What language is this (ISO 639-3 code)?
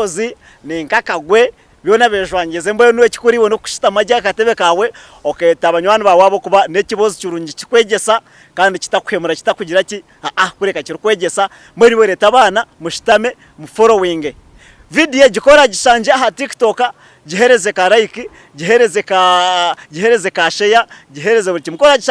nyn